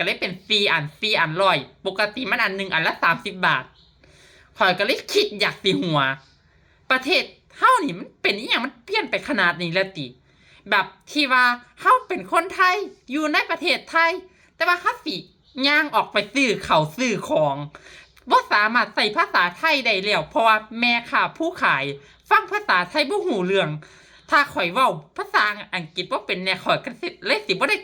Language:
Lao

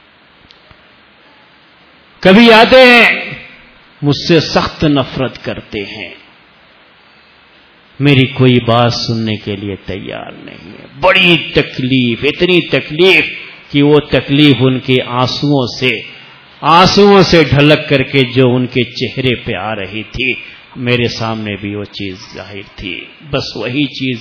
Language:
Urdu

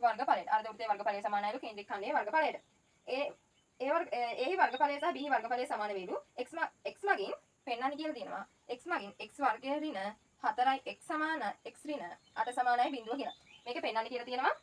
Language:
Sinhala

